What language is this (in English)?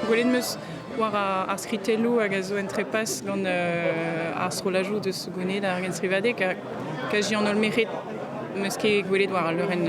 Breton